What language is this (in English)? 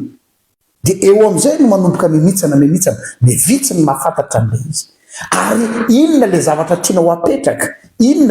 Malagasy